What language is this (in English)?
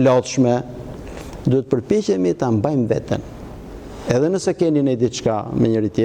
Albanian